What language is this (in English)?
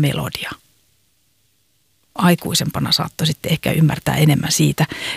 Finnish